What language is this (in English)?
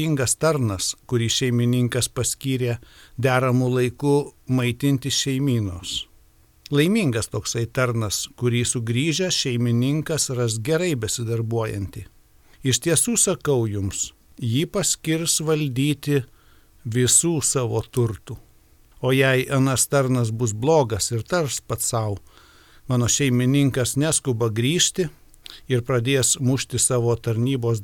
Lithuanian